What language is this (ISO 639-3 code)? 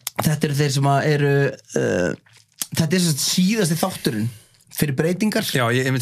isl